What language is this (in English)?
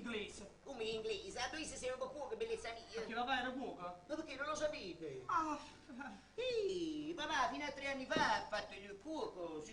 Neapolitan